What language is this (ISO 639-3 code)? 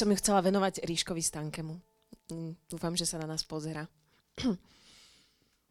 slk